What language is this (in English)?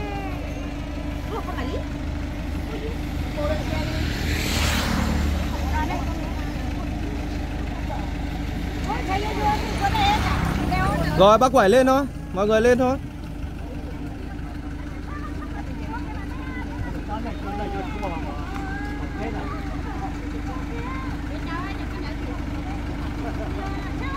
Vietnamese